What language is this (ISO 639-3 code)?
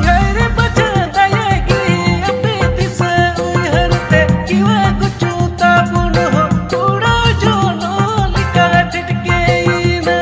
sat